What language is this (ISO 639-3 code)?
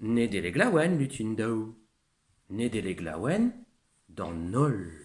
bre